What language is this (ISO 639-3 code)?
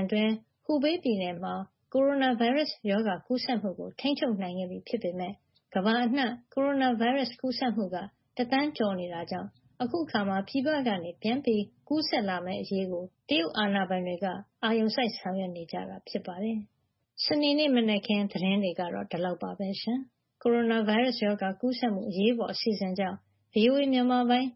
mya